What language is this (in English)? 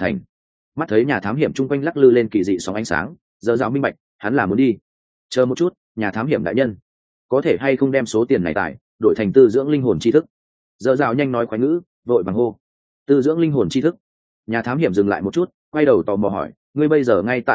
Vietnamese